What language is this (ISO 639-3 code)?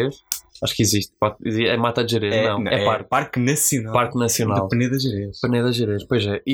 por